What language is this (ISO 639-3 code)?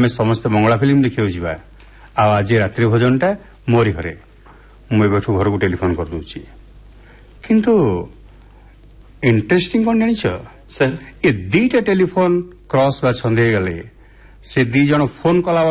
ori